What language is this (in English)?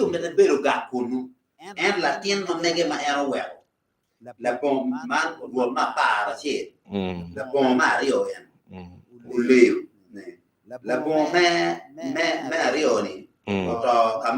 Acoli